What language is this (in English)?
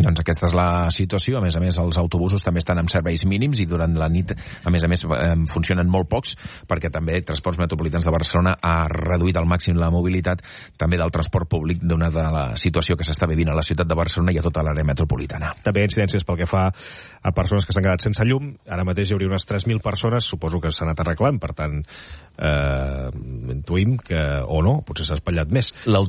Catalan